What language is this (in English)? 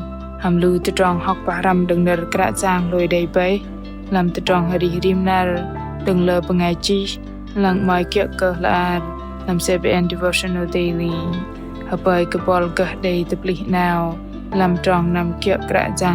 Bahnar